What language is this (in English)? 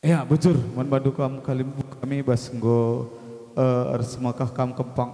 Batak Karo